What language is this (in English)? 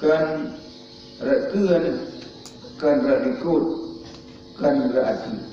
Achinese